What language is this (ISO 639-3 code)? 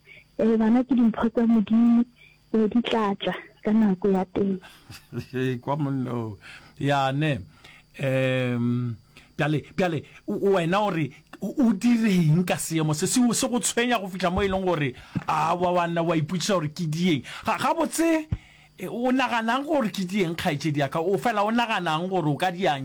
nso